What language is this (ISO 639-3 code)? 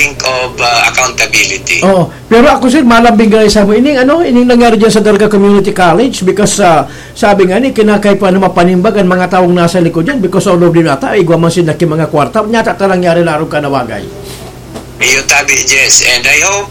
bik